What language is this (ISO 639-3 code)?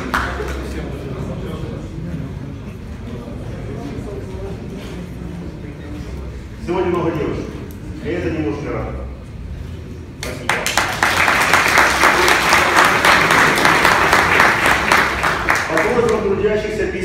rus